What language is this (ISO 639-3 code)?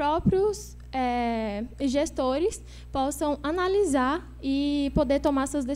por